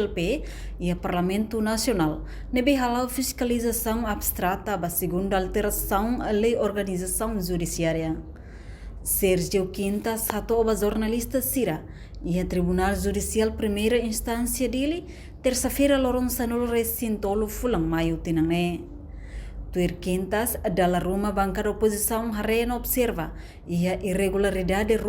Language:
Tetum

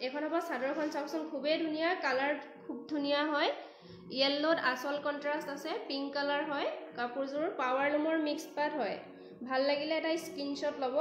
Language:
Assamese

